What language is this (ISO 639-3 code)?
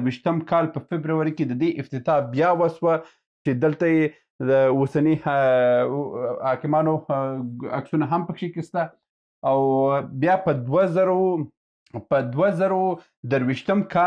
pus